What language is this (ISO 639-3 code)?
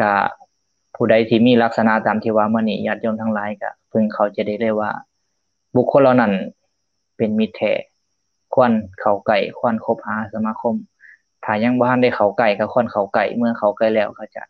lao